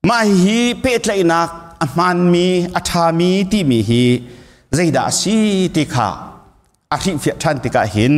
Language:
Hakha Chin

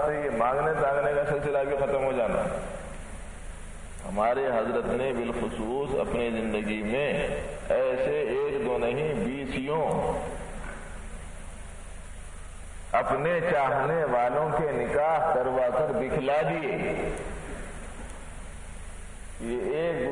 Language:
Urdu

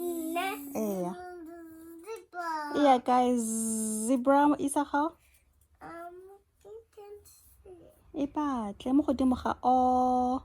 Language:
Tswana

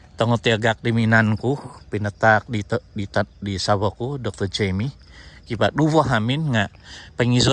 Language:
Central Dusun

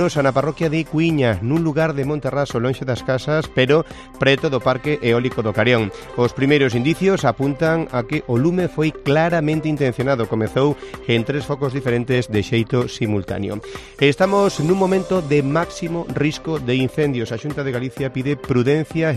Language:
Galician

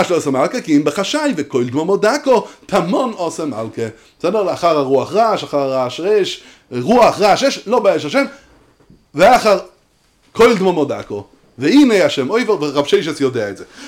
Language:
Hebrew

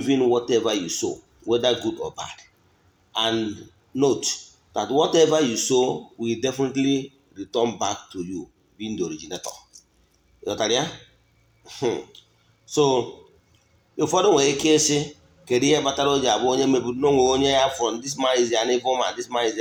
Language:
Igbo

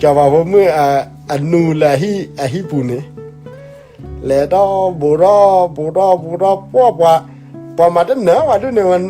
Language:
S'gaw Karen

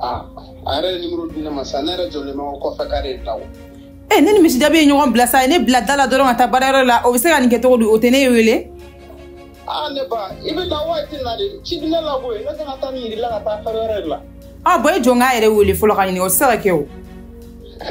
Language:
Bambara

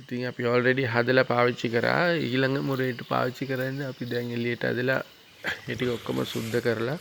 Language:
Sinhala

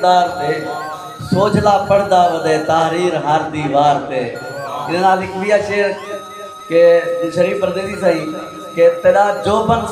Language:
Saraiki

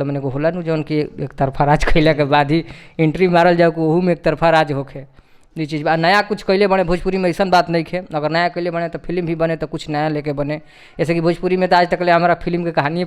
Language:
Bhojpuri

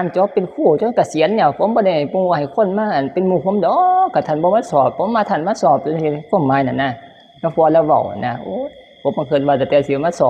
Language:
Northeastern Thai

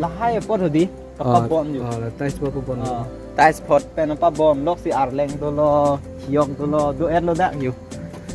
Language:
Karbi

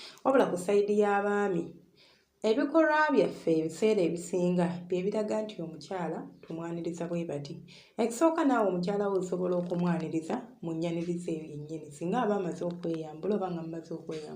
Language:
Ganda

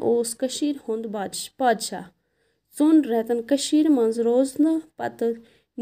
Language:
Kashmiri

